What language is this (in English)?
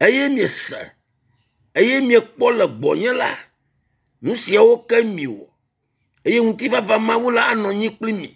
Ewe